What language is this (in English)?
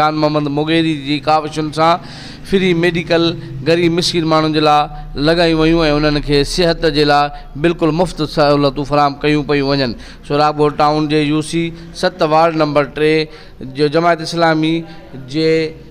Sindhi